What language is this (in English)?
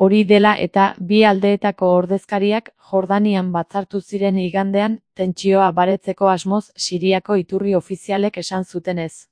Basque